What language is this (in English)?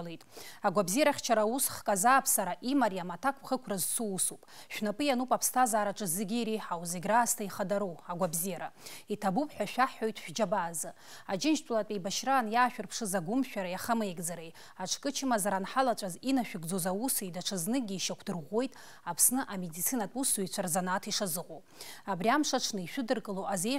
Abkhazian